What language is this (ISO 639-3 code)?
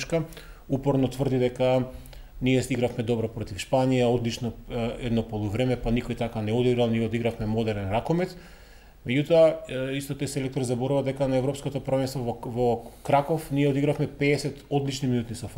mkd